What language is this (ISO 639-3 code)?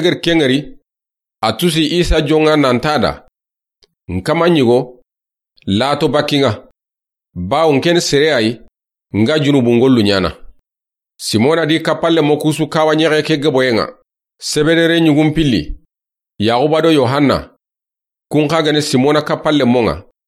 snk